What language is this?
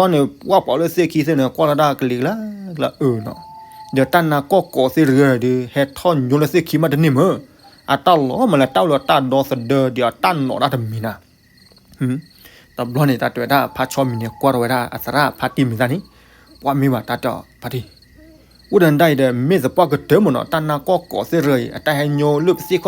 S'gaw Karen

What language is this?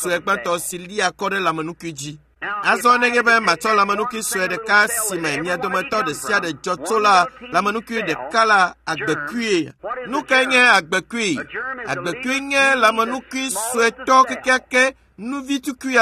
Ewe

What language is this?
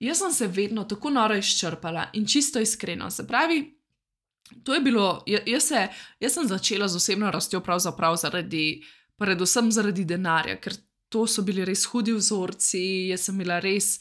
Slovenian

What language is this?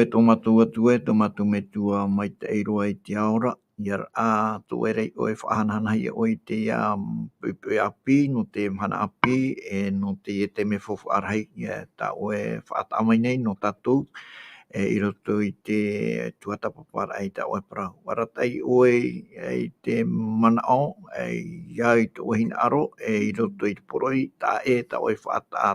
Tahitian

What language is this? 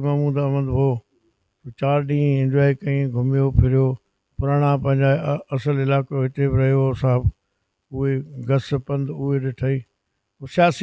Sindhi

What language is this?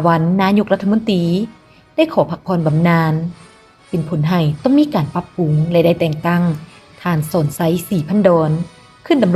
Lao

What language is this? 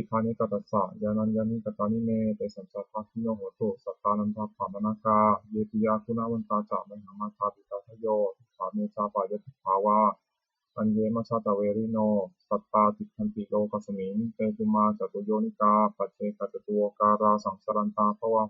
Pali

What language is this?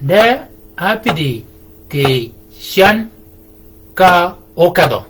Shilluk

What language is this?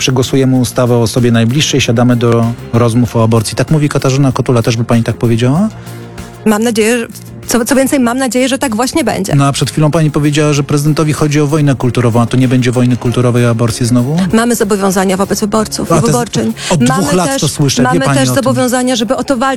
Polish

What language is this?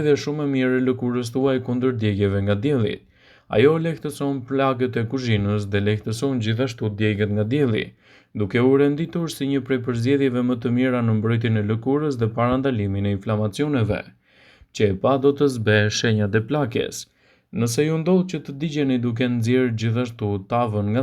Albanian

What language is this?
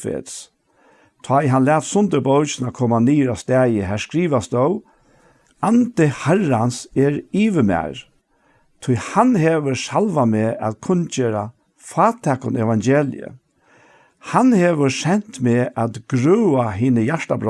Faroese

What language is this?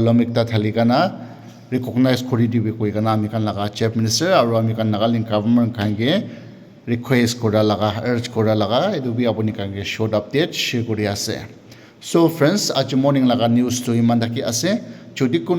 Naga Pidgin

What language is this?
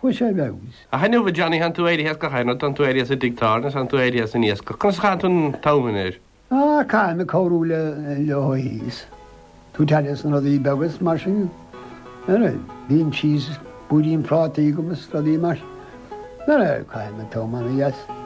Irish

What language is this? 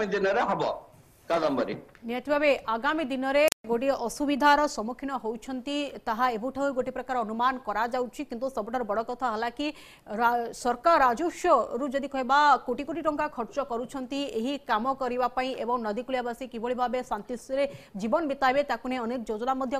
Odia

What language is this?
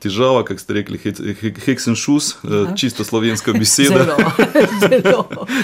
Slovenian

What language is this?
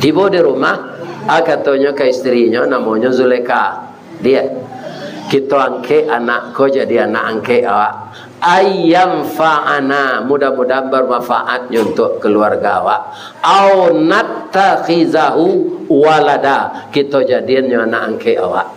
Minangkabau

